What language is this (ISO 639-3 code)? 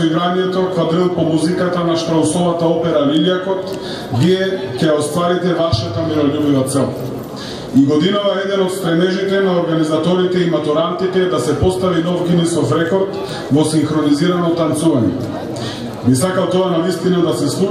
mkd